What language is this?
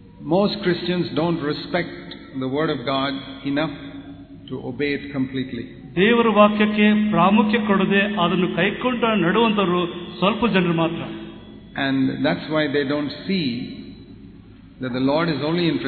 Kannada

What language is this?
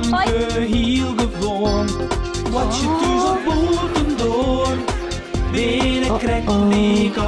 Western Frisian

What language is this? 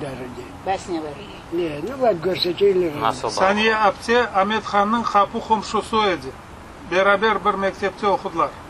Crimean Tatar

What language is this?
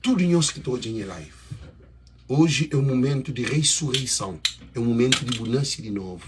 Kabuverdianu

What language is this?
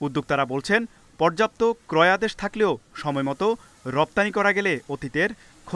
Bangla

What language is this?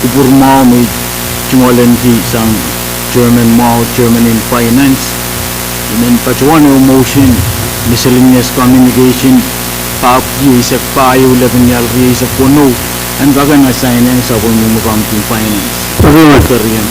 Pohnpeian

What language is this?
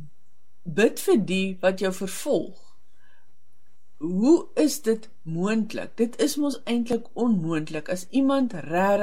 Afrikaans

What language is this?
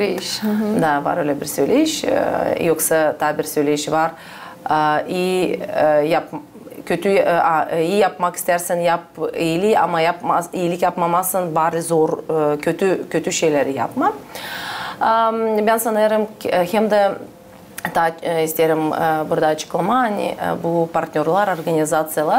Gagauz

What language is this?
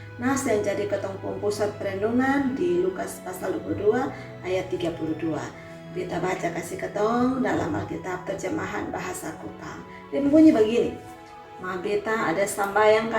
Kupang Malay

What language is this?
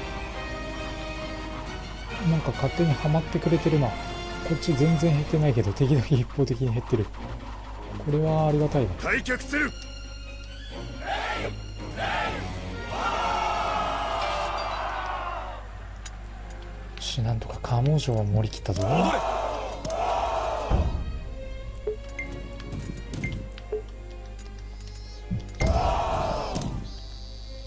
Japanese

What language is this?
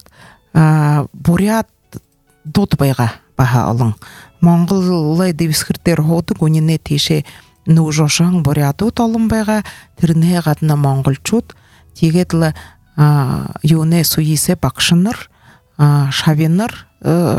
Buriat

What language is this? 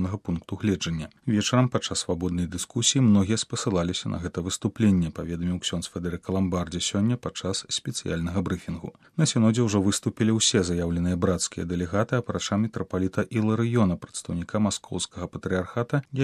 Belarusian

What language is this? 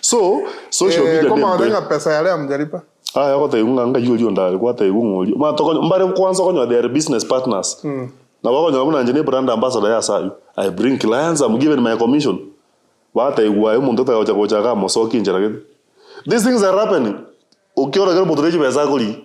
Gusii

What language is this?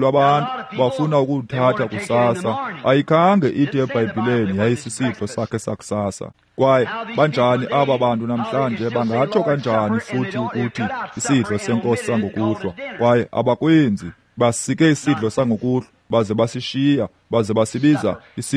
Xhosa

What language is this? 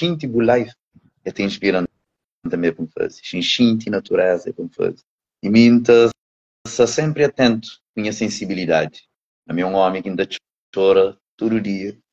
Kabuverdianu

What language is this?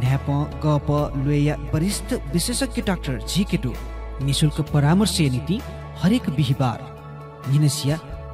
Newari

